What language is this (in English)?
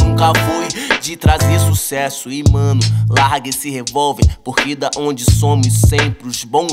Portuguese